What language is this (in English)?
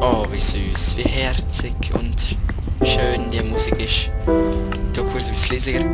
Swiss German